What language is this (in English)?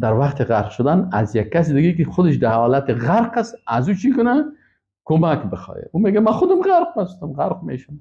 Persian